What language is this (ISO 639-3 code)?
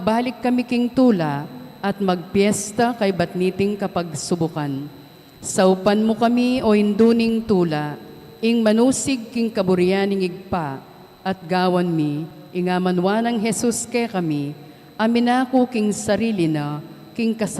pam